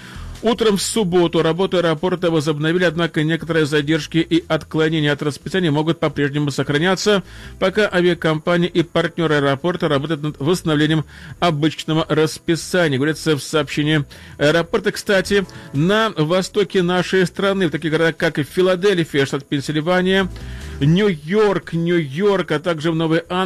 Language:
Russian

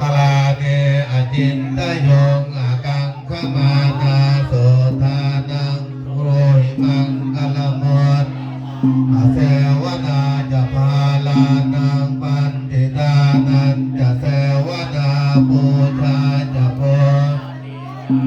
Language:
Pali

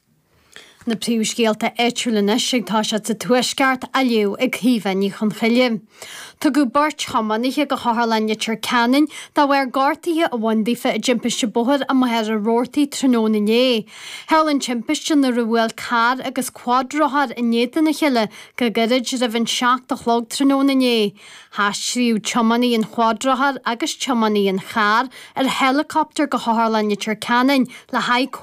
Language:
Irish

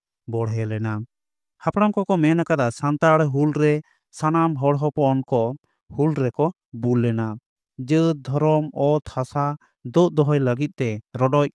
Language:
Santali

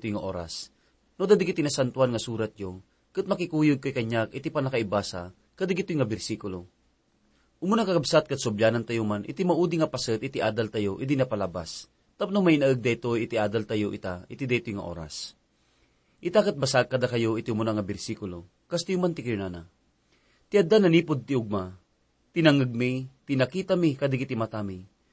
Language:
Iloko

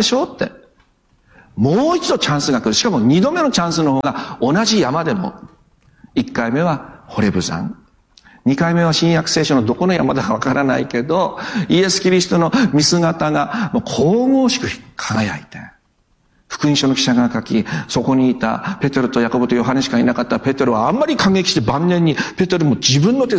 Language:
Japanese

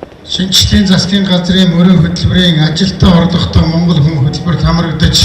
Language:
Mongolian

